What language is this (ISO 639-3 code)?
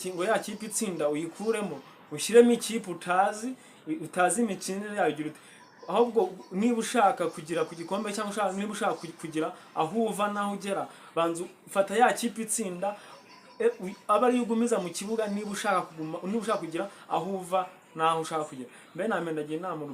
kin